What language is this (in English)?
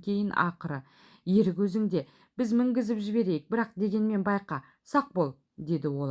Kazakh